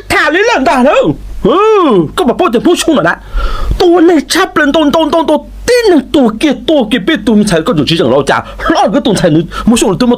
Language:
Hmong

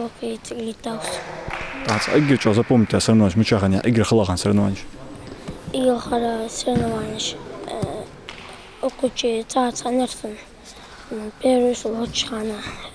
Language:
Ingush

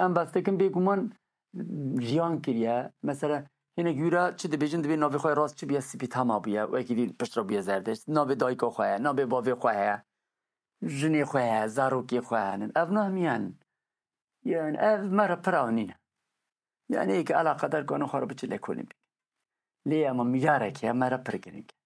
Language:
Kurdish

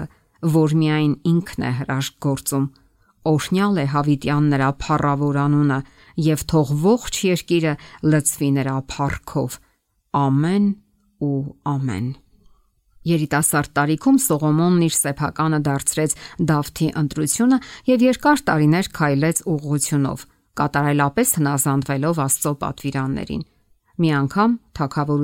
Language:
Armenian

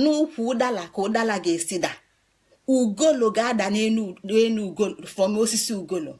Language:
Igbo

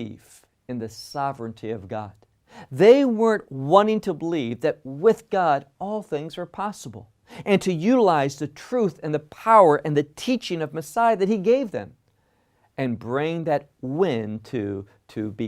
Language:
English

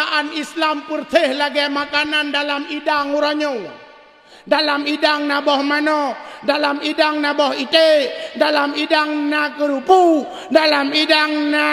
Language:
Achinese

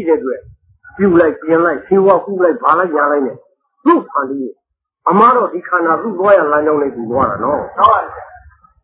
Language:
Burmese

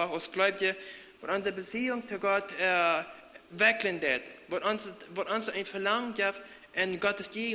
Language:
Plautdietsch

